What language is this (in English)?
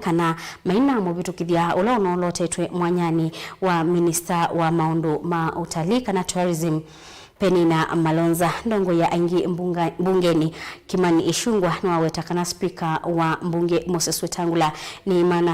Kamba